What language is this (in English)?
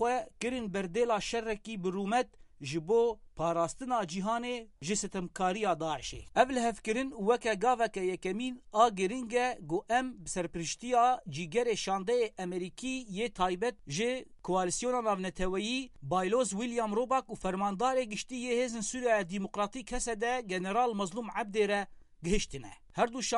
Kurdish